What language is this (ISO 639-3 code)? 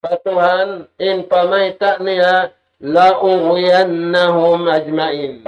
tsg